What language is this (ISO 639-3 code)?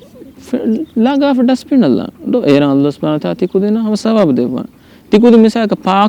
div